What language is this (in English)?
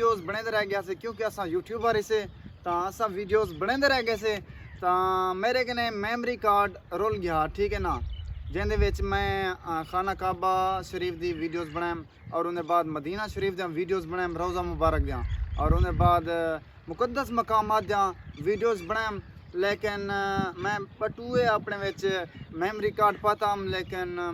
Saraiki